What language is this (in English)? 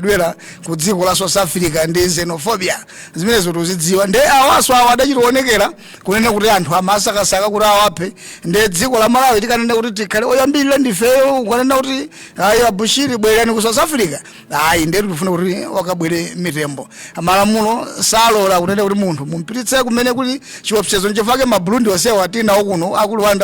Nyanja